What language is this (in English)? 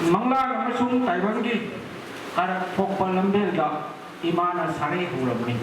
Manipuri